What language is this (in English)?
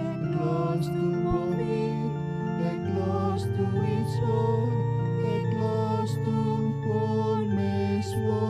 Konkani